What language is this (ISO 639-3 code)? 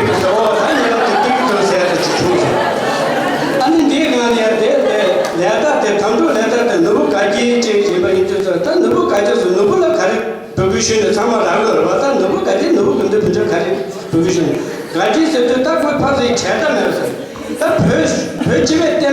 bod